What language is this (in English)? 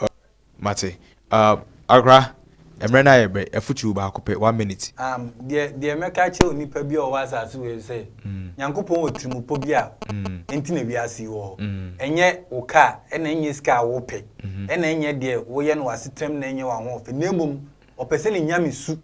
Akan